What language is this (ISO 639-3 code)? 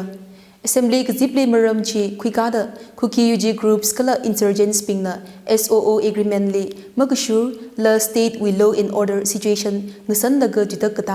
nmf